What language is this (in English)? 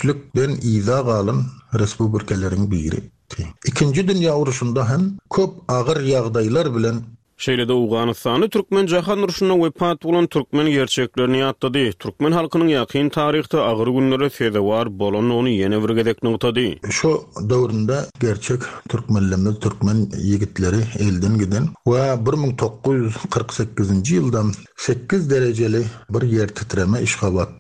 Turkmen